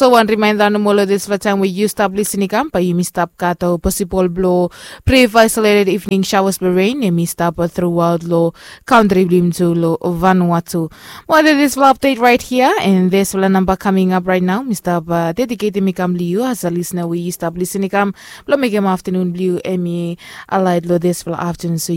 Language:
Bislama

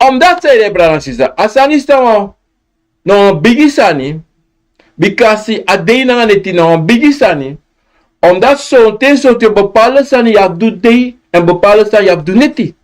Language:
Sranan Tongo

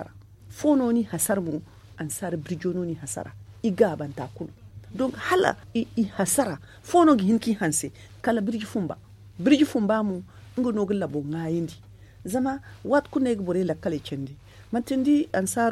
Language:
Zarma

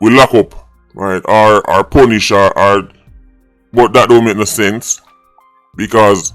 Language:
Jamaican Creole English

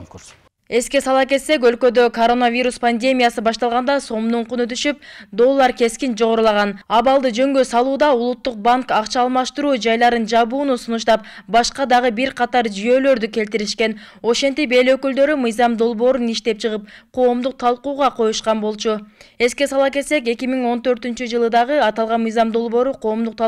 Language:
Kyrgyz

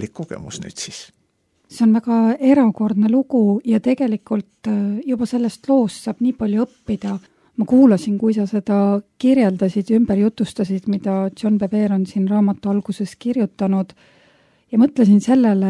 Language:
Estonian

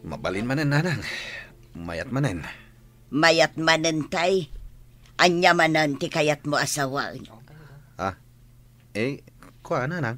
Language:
Iloko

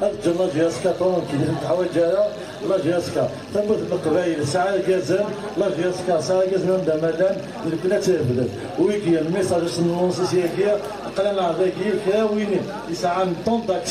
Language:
Kabyle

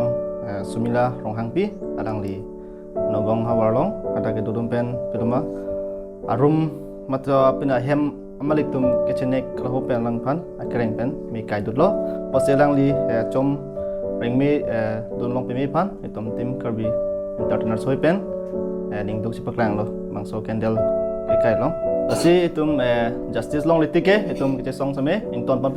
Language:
Karbi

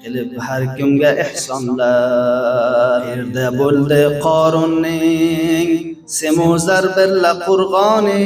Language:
Uzbek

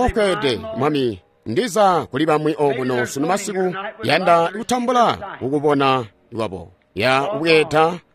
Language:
Tonga (Zambia)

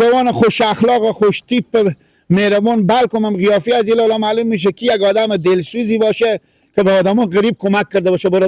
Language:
Persian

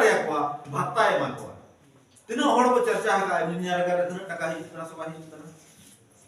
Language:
Santali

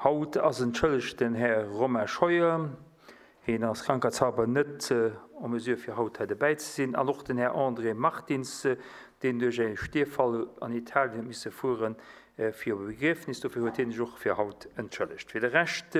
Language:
Luxembourgish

